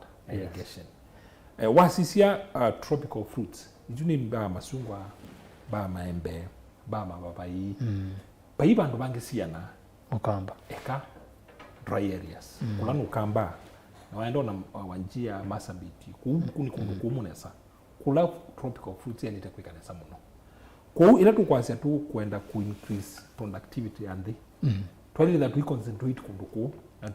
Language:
Kamba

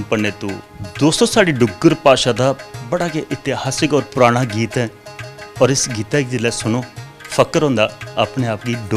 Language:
Dogri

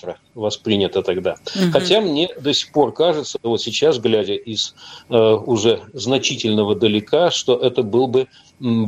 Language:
Russian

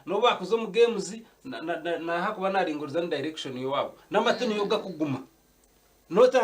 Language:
Nyankole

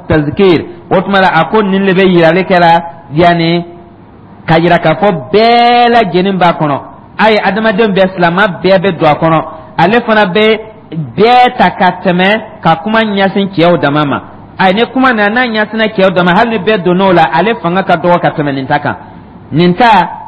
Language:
Dyula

